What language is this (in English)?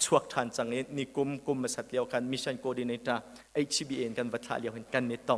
Hakha Chin